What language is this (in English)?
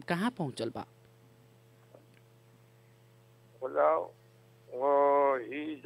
Bhojpuri